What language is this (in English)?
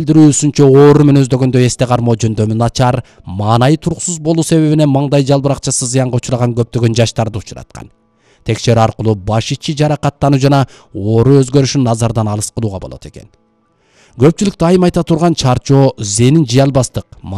Kyrgyz